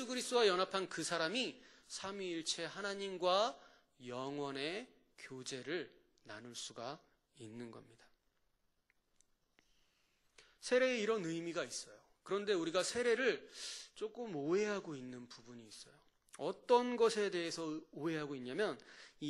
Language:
Korean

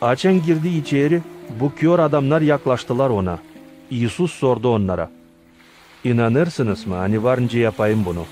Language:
Gagauz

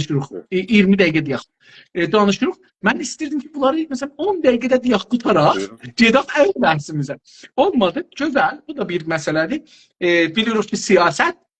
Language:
South Azerbaijani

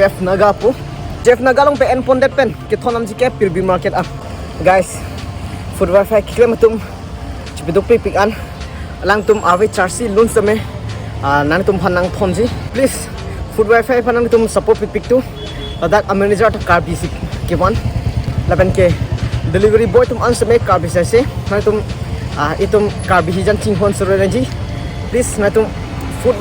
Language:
Karbi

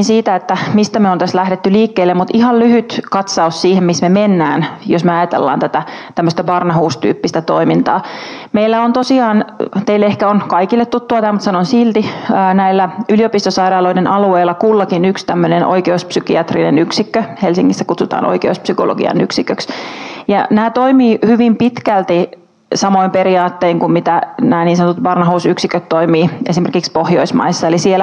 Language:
Finnish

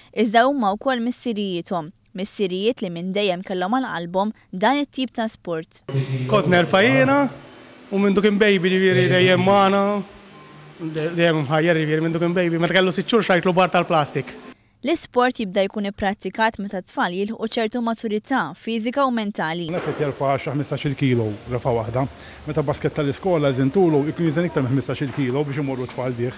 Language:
Maltese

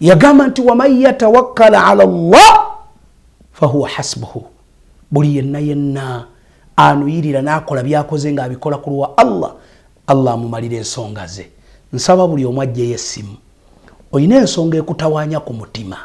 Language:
Ganda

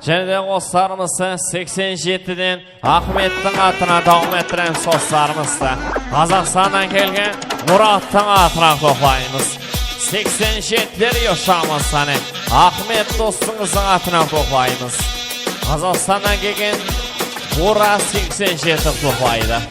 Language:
Kara-Kalpak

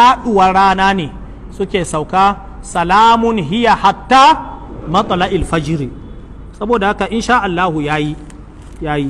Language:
Hausa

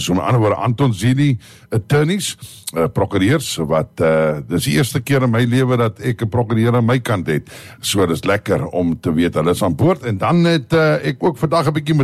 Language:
Afrikaans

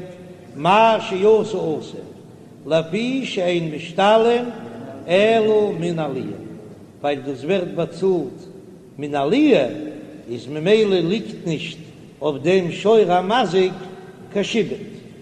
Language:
Yiddish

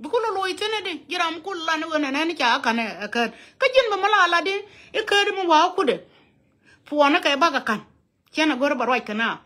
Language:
Nuer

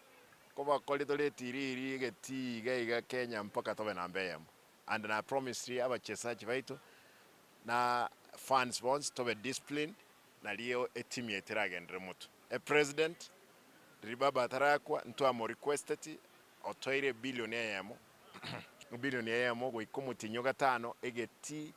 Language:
Gusii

